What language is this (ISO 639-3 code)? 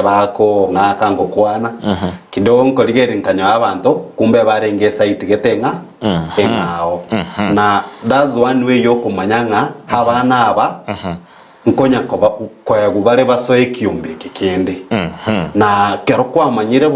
guz